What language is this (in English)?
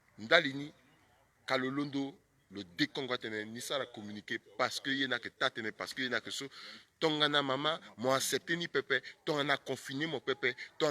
Sango